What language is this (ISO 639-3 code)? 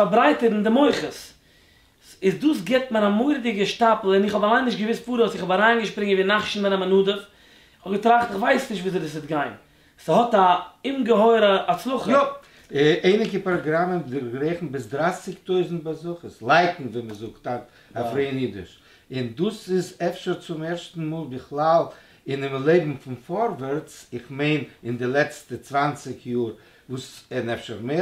yid